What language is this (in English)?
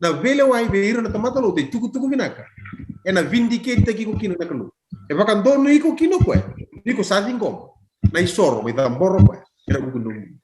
Fijian